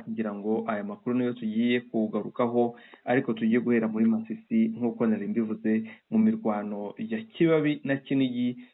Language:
Kinyarwanda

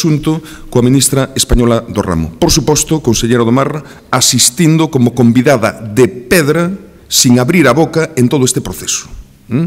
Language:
Galician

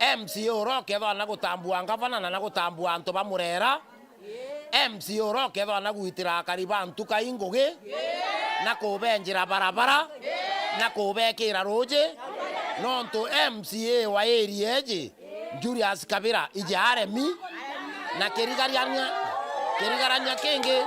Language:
Meru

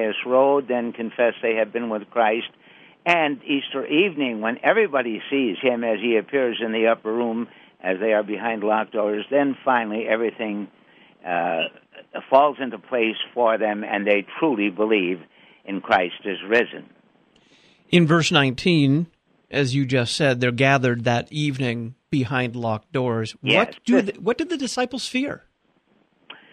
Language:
English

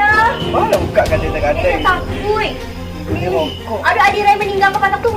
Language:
Minangkabau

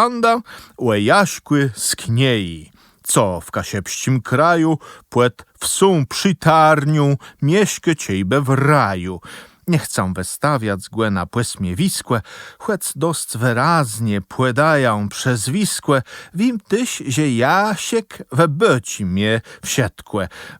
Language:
Kashubian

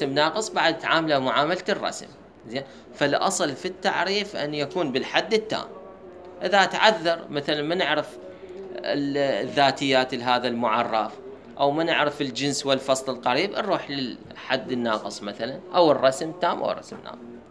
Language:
Mesopotamian Arabic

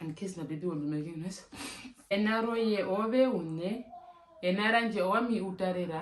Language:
Herero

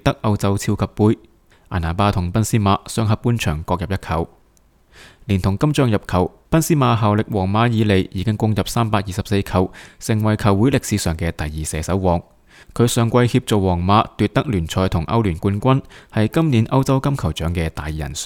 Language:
Cantonese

